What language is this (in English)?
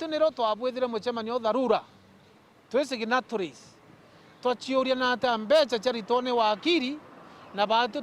Meru